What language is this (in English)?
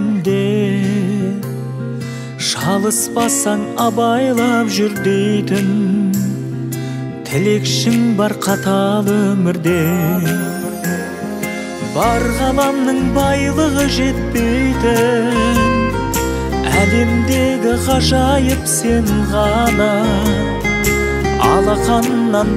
Kazakh